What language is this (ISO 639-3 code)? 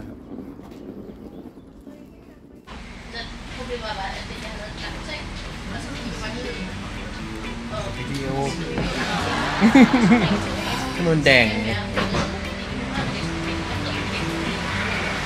tha